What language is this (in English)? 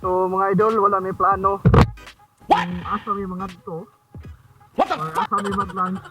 Cebuano